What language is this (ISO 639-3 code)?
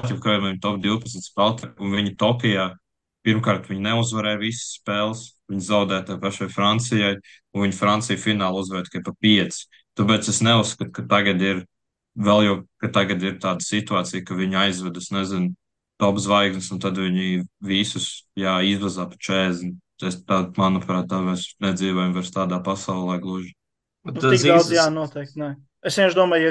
lav